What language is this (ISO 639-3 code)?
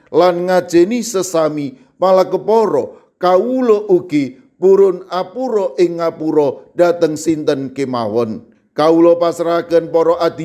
jav